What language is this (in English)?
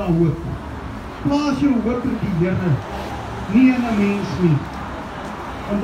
Afrikaans